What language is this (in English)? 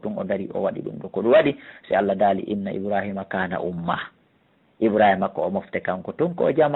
Fula